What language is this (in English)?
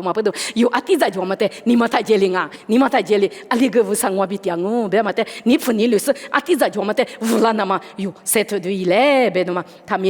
Lisu